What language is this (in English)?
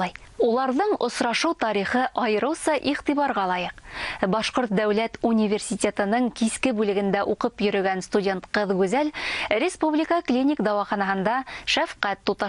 Bashkir